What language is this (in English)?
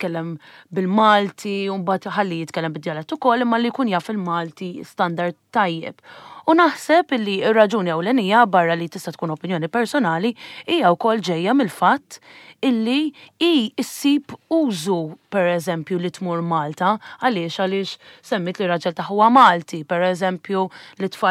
Maltese